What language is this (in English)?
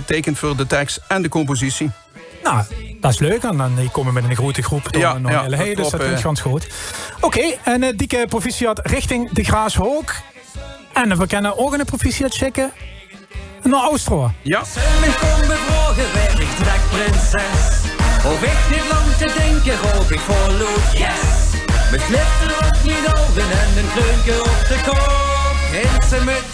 Limburgish